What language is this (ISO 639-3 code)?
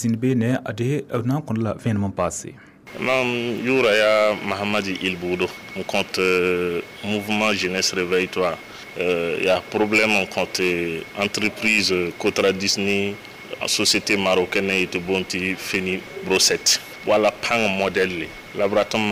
mos